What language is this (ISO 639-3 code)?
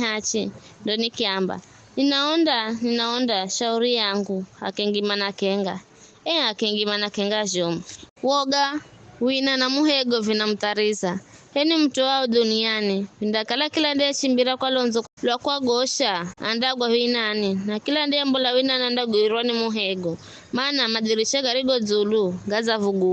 nyf